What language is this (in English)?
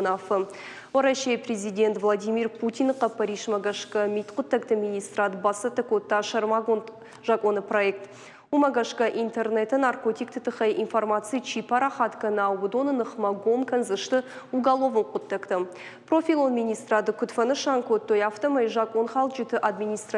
Ossetic